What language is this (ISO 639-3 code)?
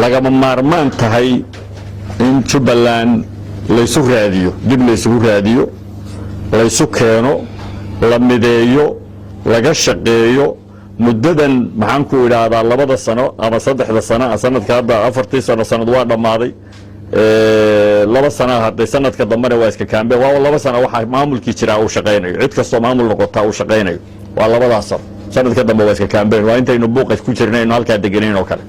som